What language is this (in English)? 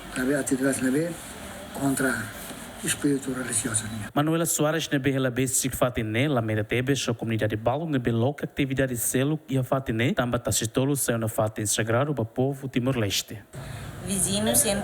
Tetum